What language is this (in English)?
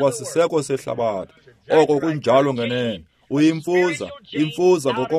Xhosa